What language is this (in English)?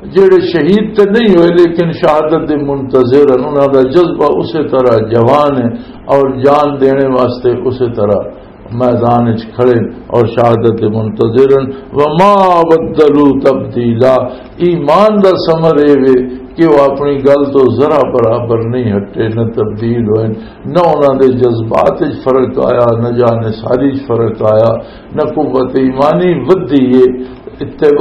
Western Panjabi